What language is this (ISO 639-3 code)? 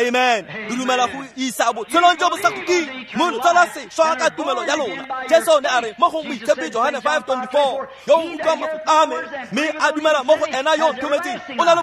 tsn